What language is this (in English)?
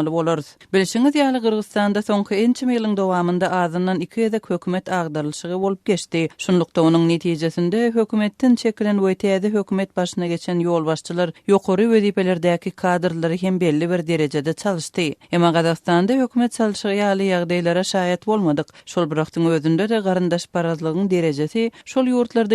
Turkmen